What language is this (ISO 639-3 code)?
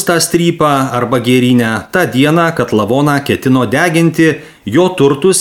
lit